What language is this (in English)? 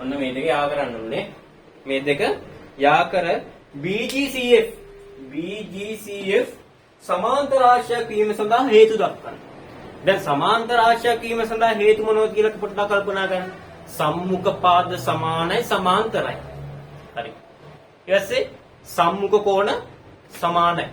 Sinhala